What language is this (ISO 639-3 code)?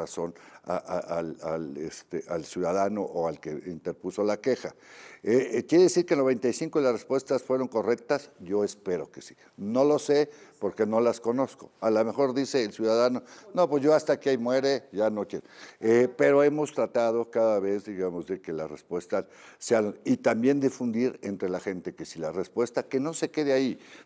spa